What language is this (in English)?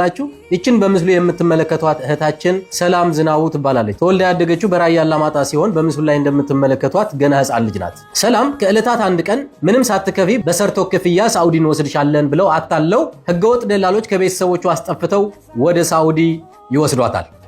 Amharic